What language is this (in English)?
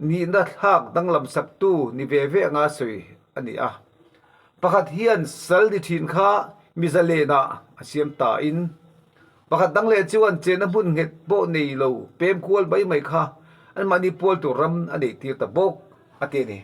Mizo